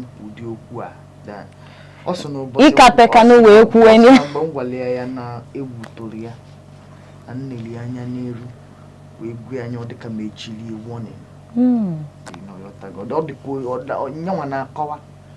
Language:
Igbo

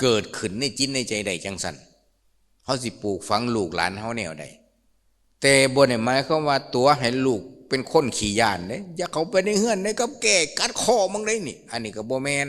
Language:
Lao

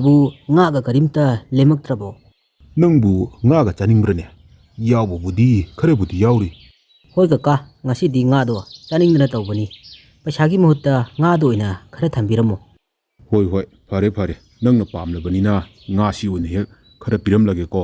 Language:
Manipuri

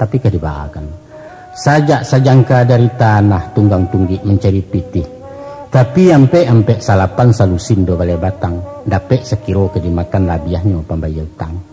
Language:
Minangkabau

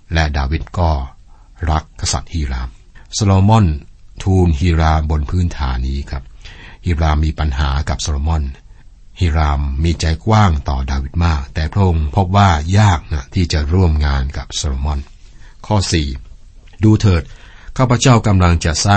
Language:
Thai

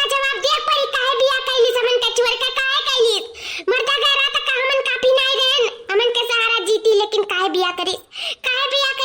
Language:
Awadhi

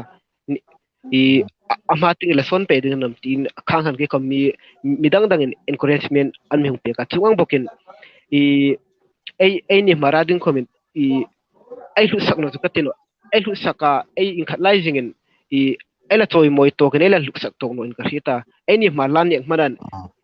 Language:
Hmar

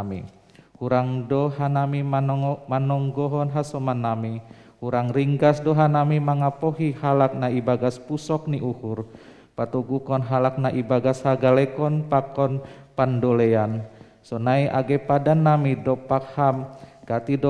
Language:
Batak Simalungun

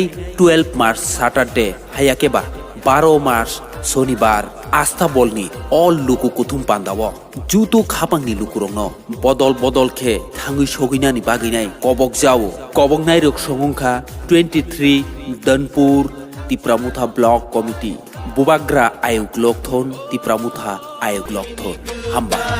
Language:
Kok Borok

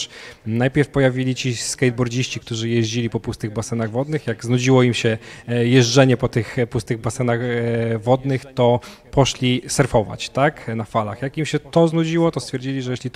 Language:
Polish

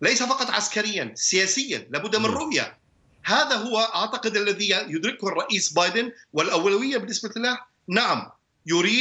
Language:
Arabic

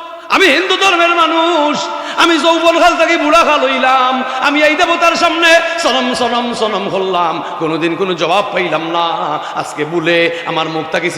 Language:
Sylheti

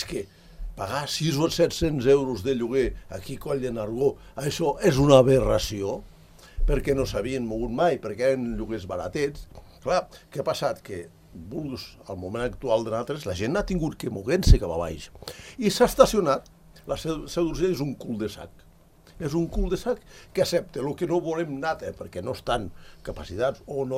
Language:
Catalan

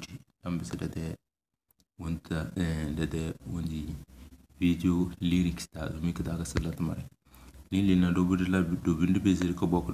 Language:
Tem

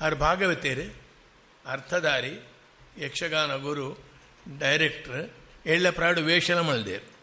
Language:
Tulu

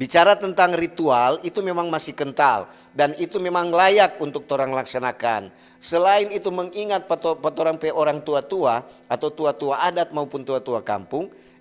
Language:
Manado Malay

